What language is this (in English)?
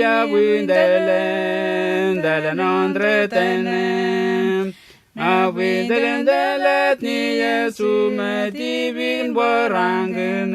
Letemboi